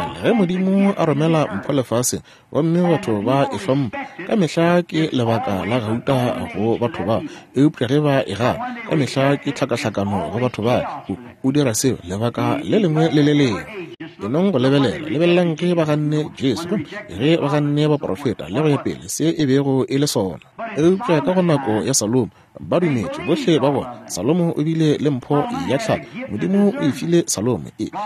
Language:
Northern Sotho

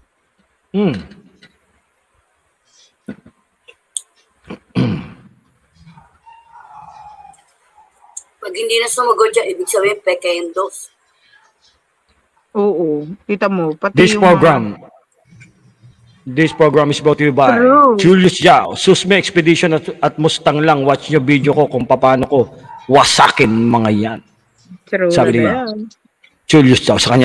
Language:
Filipino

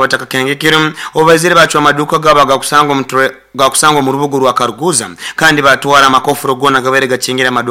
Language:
Nyoro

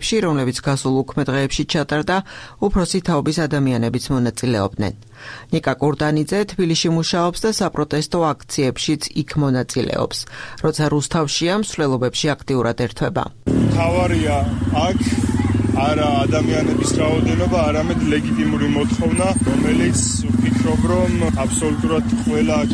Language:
Georgian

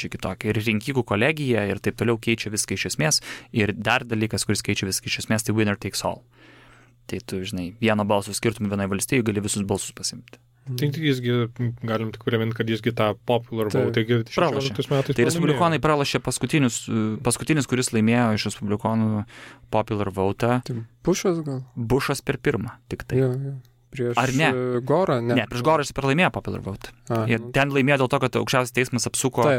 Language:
Lithuanian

